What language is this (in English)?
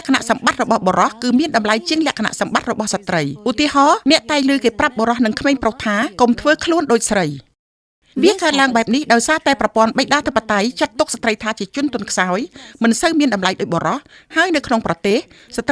Khmer